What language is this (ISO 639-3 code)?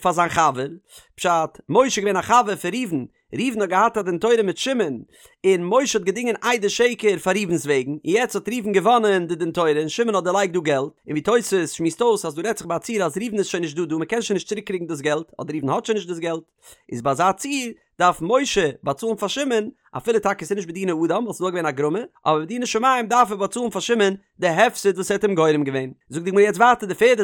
yid